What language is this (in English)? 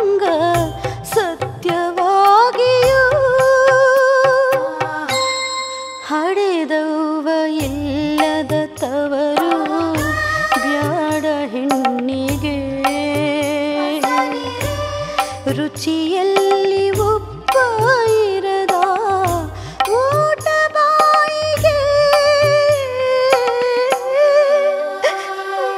Kannada